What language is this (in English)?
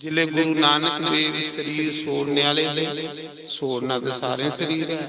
Dogri